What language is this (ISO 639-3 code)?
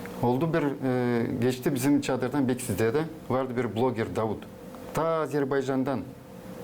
gag